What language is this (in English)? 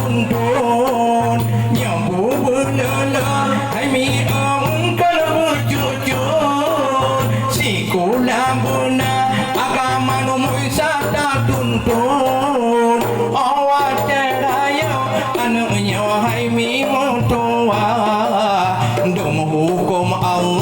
Achinese